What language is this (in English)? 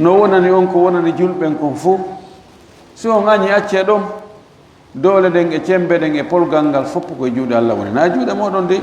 Fula